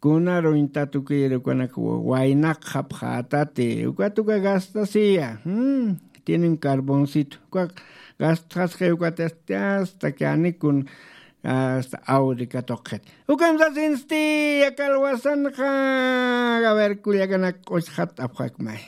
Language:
Aymara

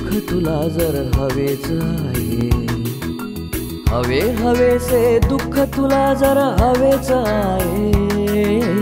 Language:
Marathi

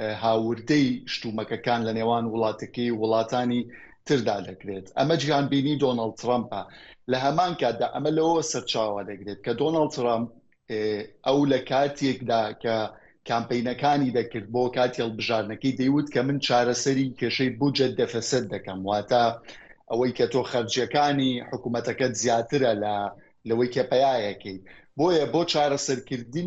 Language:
Central Kurdish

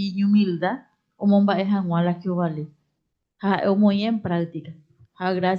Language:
Guarani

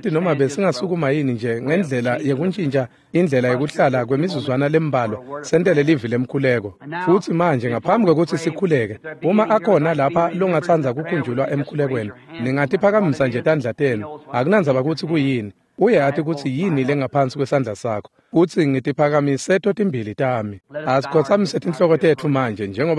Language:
Swati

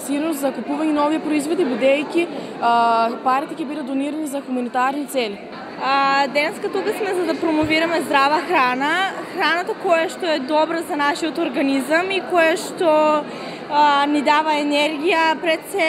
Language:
Macedonian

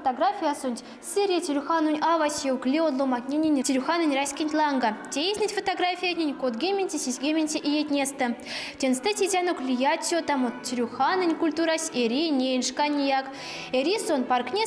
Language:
Erzya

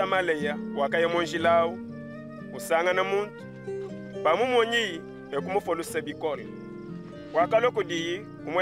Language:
Luba-Lulua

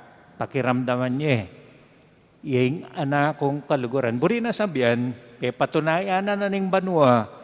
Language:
Pampanga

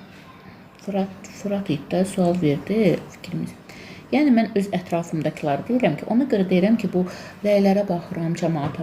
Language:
Azerbaijani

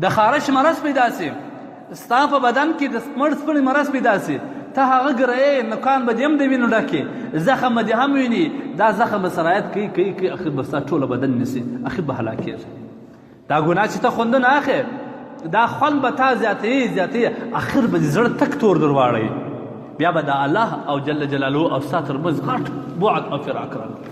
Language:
Pashto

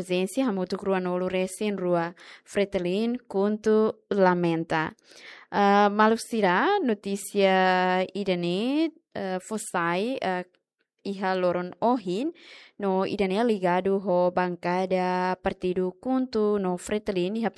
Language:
Tetum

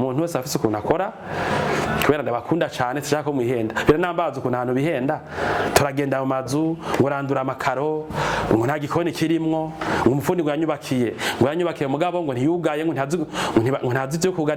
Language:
Rundi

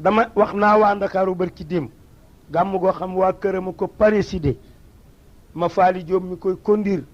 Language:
Wolof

